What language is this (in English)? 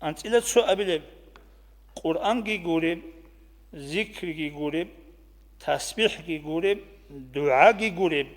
Avaric